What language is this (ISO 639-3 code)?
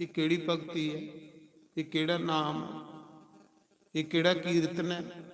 doi